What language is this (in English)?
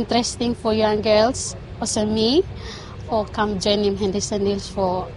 Bislama